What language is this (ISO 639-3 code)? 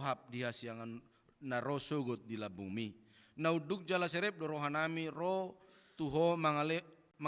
bbc